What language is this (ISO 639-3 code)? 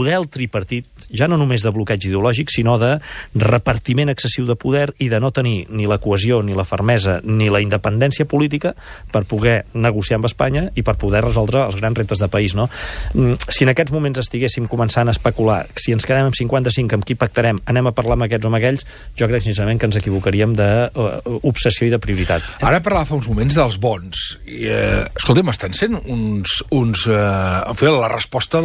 cat